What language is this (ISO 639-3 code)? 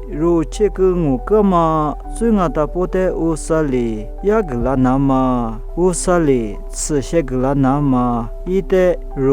lis